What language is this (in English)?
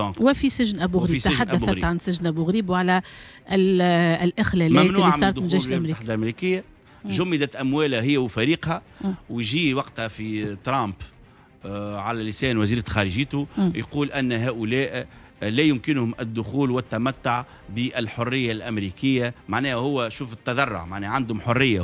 Tunisian Arabic